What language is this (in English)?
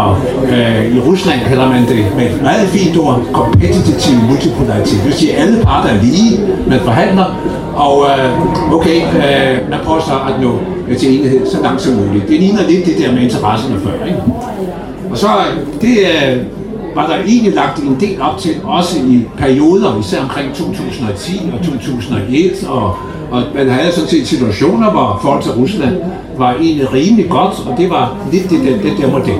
Danish